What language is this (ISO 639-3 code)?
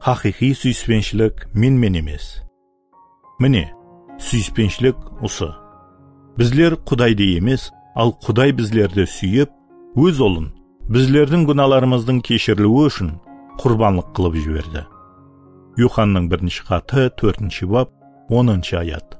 kaa